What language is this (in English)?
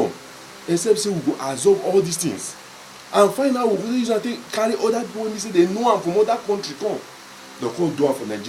Nigerian Pidgin